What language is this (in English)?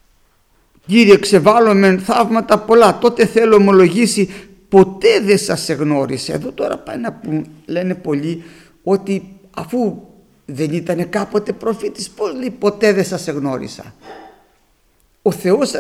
Greek